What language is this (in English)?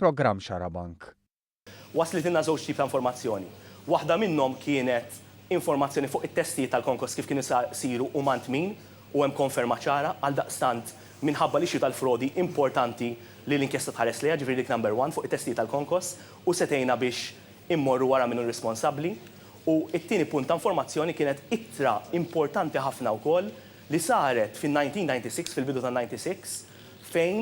Maltese